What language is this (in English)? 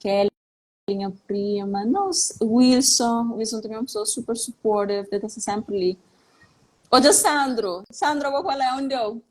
Kabuverdianu